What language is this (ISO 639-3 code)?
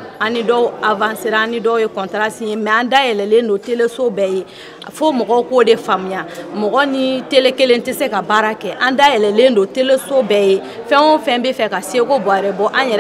bam